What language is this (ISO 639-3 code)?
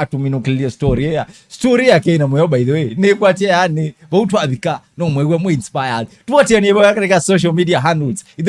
kam